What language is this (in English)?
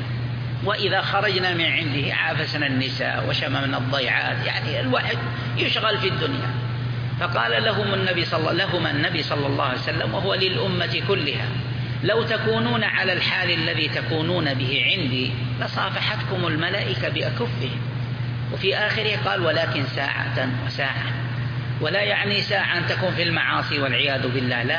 Arabic